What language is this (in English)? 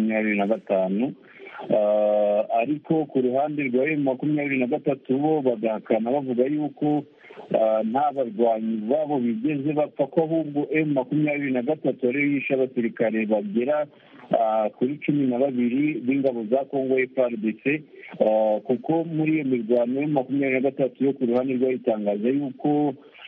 Kinyarwanda